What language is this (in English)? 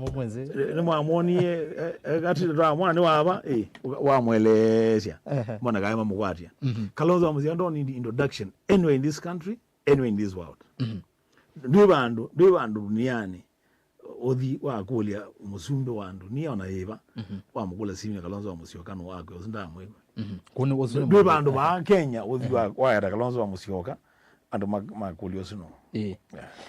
Kamba